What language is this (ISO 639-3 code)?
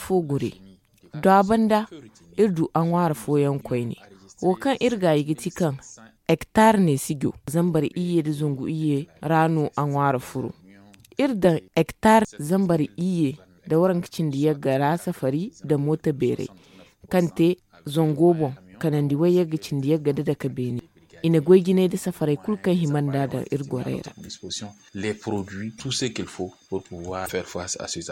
dje